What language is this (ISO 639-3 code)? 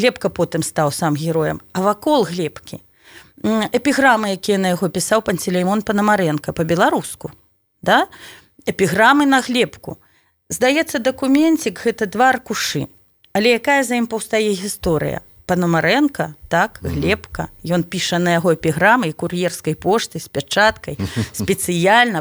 bel